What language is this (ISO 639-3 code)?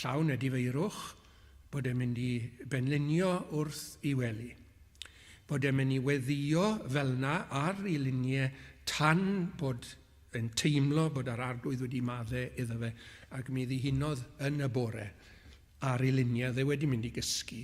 cym